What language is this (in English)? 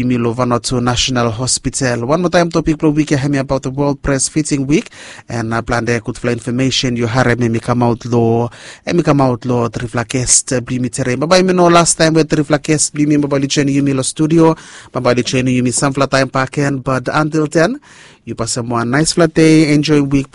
Bislama